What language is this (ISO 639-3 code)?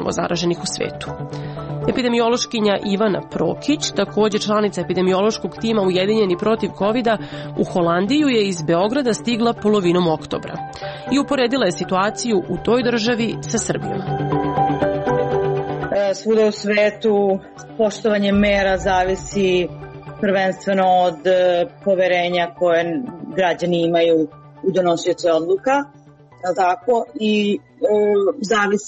srp